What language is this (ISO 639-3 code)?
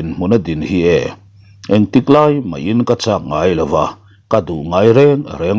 lus